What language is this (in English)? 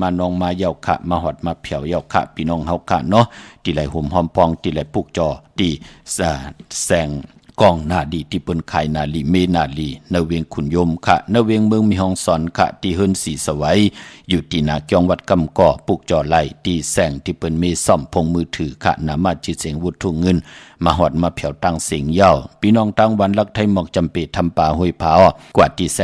Shan